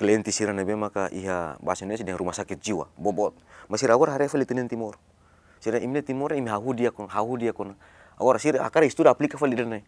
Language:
Tetum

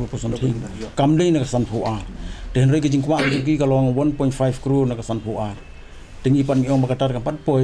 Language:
Khasi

